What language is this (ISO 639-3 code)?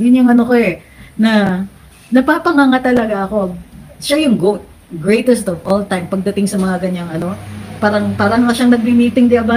fil